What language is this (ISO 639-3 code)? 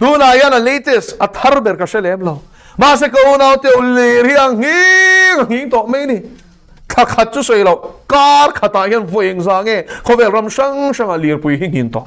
lus